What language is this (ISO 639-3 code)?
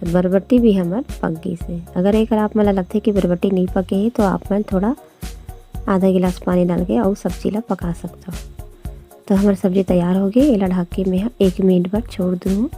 hne